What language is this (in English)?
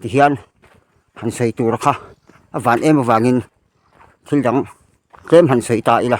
Mizo